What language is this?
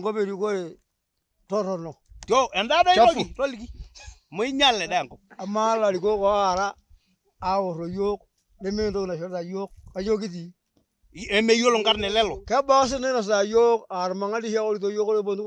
Masai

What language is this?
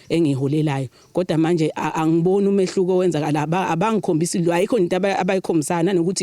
Zulu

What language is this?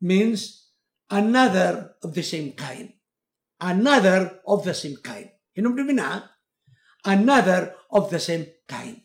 Cebuano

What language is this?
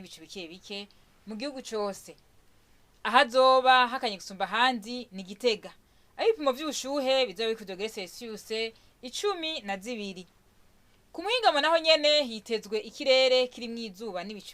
Rundi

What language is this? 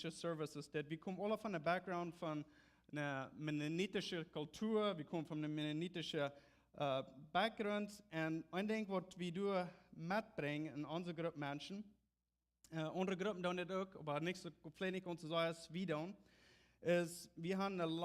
Plautdietsch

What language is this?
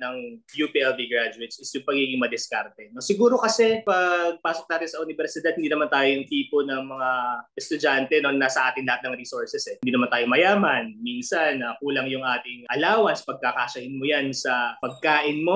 Filipino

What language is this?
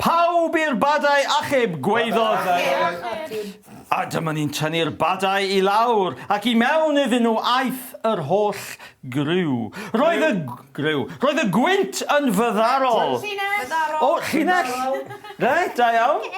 Welsh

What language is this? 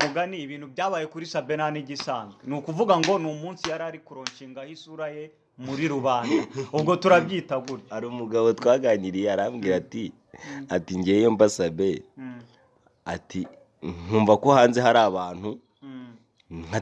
Kinyarwanda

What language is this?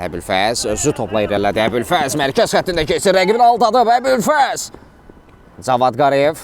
Azerbaijani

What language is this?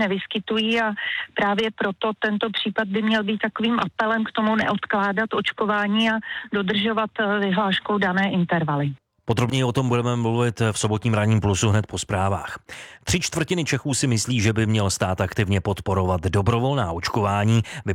Czech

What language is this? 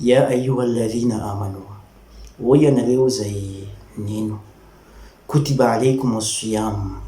Malagasy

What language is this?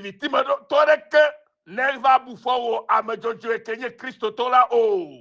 Ewe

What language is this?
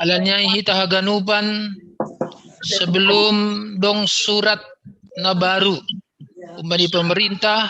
Batak Simalungun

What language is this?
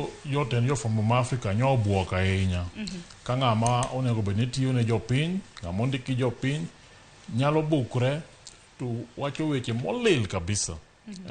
Luo (Kenya and Tanzania)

